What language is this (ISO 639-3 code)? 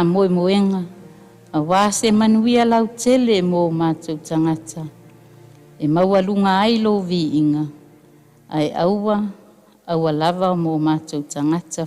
smo